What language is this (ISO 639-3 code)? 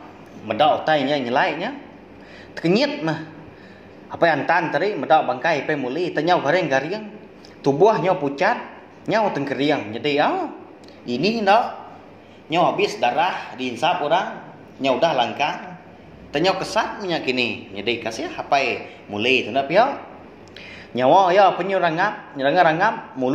iba